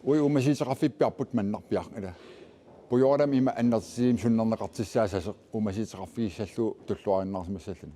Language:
Kalaallisut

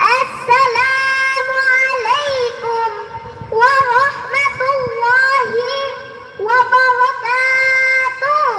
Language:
Banjar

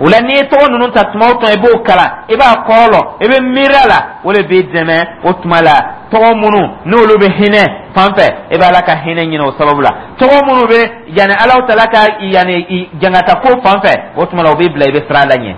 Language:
Dyula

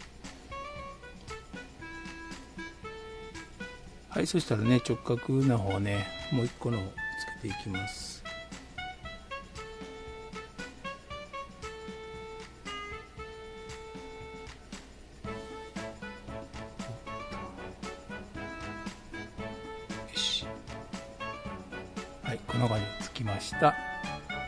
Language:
Japanese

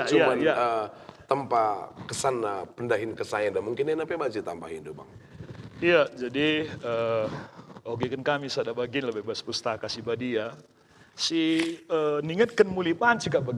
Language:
Batak Karo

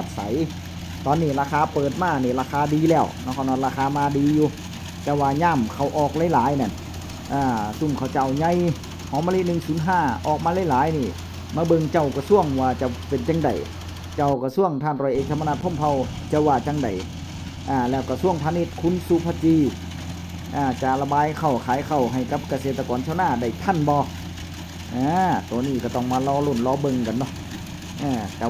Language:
Northeastern Thai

